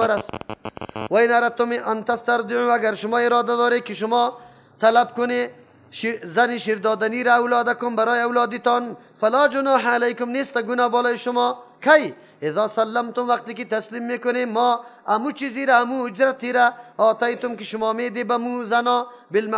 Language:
Persian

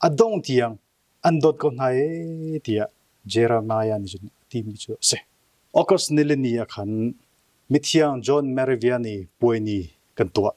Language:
Hakha Chin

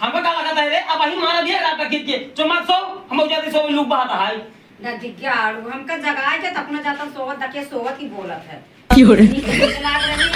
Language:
Awadhi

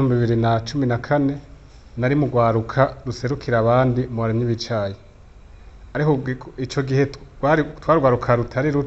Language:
Rundi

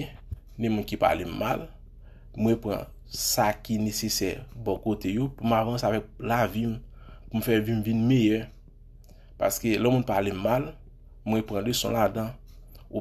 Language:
Haitian Creole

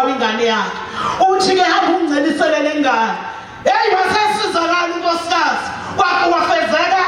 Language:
Zulu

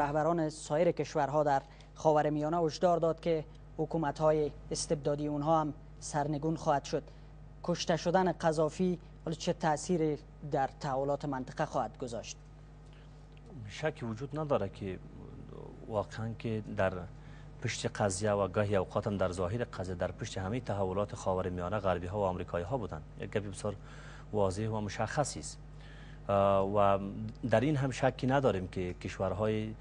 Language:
Persian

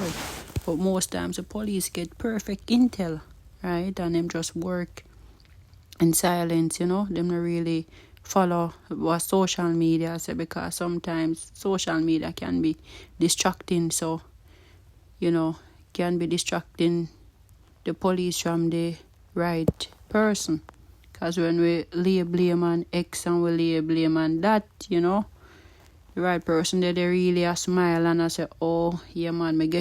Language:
Jamaican Creole English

